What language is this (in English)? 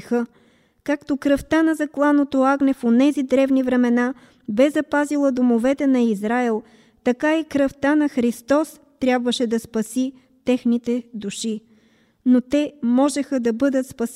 Bulgarian